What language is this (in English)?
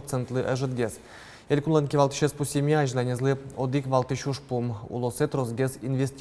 Udmurt